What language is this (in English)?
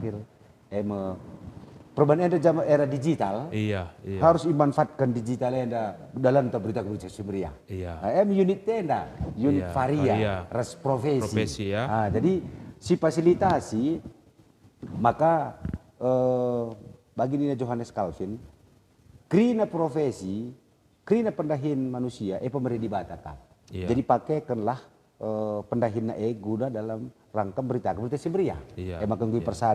Batak Karo